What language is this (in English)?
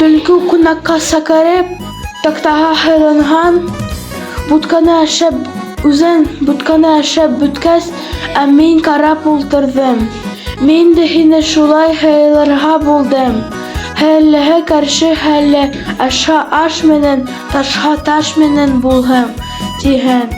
Bashkir